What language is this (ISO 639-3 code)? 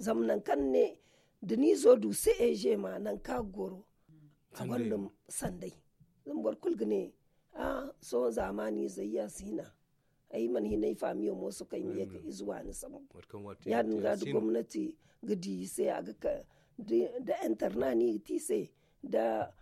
dje